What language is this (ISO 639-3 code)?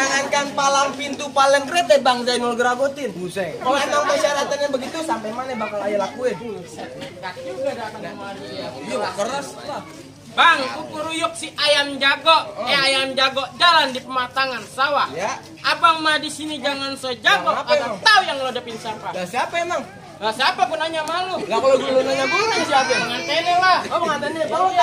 bew